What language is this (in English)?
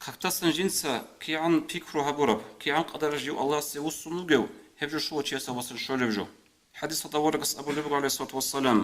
Avaric